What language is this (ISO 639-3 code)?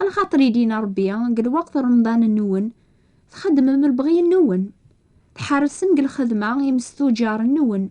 kab